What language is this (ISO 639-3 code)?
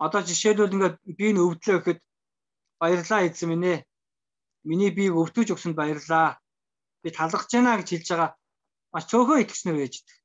mon